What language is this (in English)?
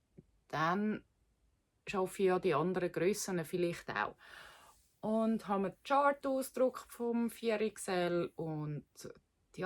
Swiss German